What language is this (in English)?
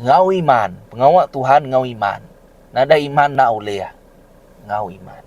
Iban